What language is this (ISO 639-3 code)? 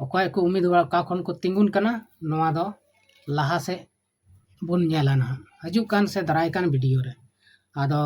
sat